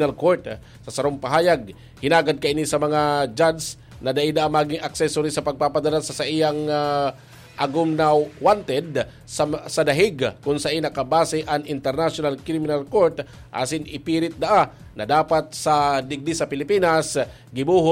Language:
Bikol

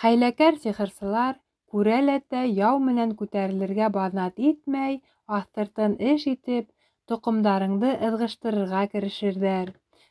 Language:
Bashkir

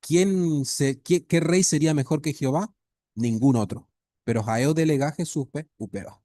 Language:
Guarani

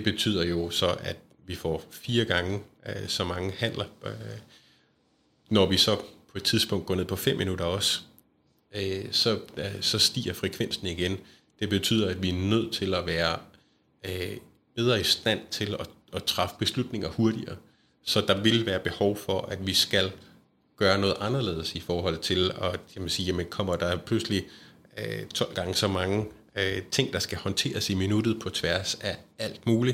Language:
Danish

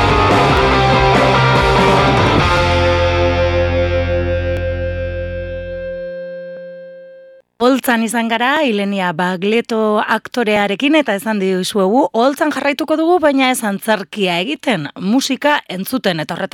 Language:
Basque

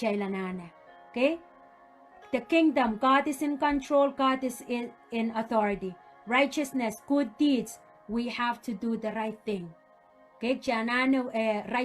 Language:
Pohnpeian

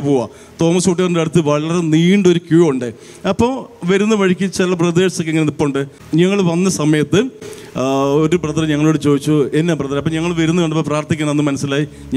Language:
Malayalam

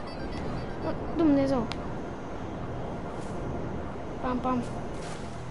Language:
Romanian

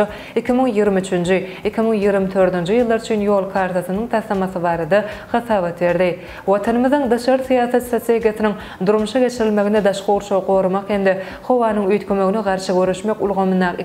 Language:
Turkmen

